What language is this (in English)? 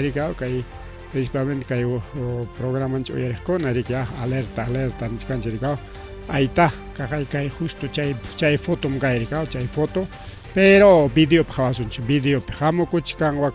Ayacucho Quechua